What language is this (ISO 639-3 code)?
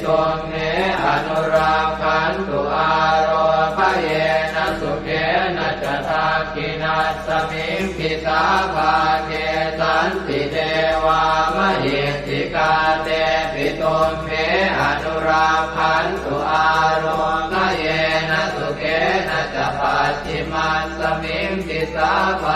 pli